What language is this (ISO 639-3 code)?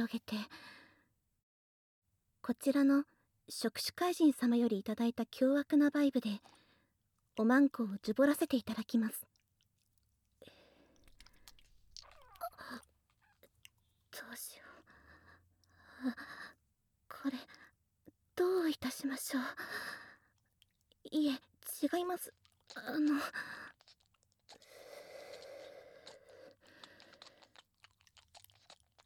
jpn